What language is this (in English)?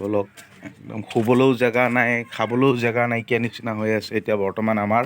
Assamese